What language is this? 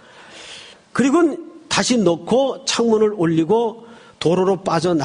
Korean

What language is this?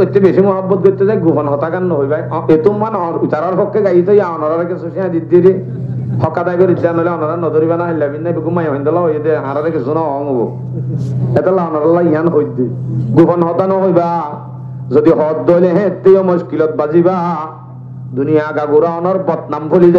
Rohingya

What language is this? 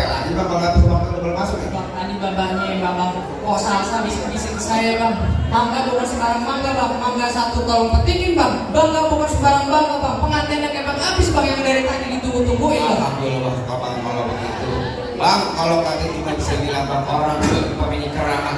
Betawi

